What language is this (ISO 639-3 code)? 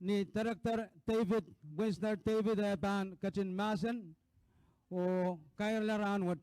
pon